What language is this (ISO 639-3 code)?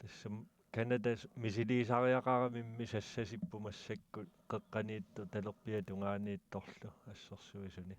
kal